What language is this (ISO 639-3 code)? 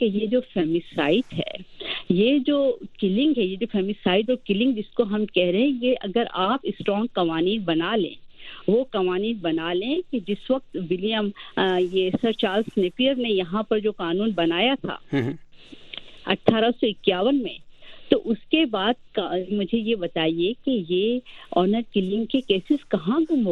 urd